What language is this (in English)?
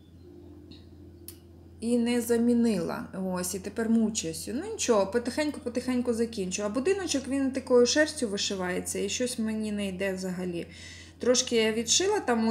Ukrainian